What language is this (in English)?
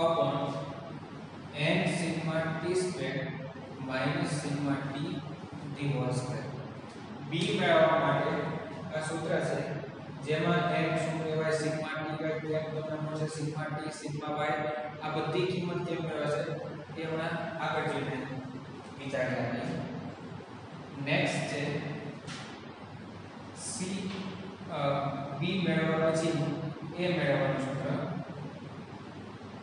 Gujarati